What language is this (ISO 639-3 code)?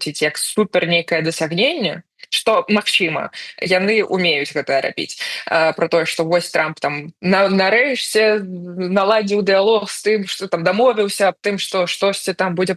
bel